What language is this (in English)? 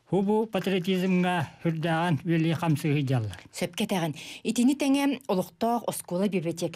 Yakut